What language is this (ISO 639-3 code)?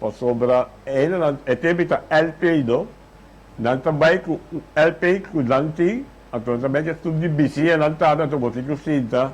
pap